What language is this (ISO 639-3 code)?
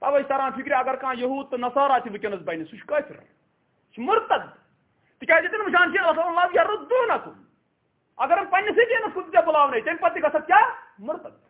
kas